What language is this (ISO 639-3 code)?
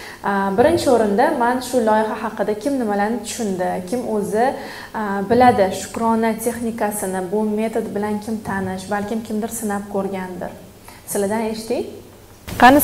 uzb